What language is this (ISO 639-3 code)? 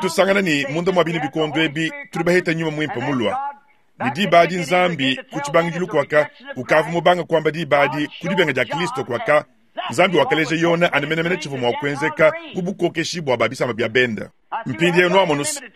lua